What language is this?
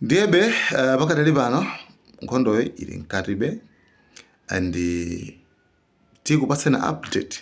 Nyanja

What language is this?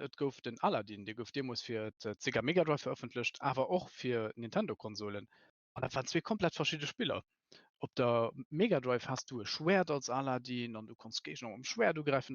Luxembourgish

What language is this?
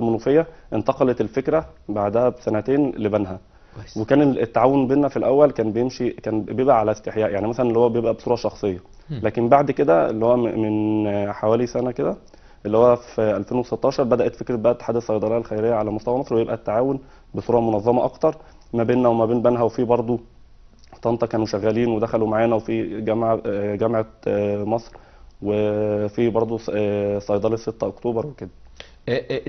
Egyptian Arabic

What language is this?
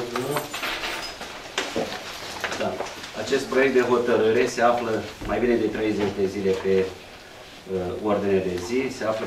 Romanian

